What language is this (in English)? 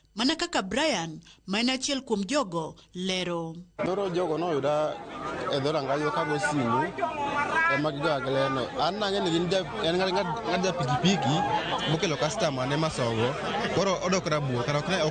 Luo (Kenya and Tanzania)